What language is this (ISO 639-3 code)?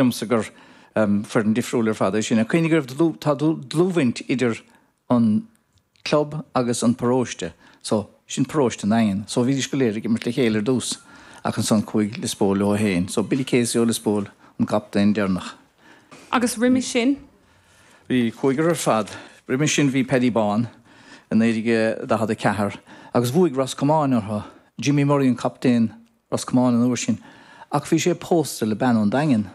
gle